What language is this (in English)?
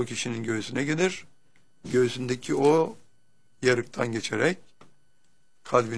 Turkish